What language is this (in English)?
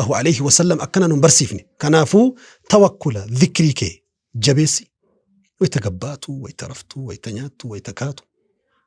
Oromo